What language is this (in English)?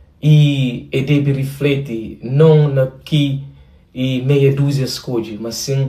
Kabuverdianu